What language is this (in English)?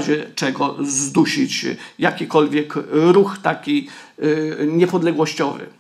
Polish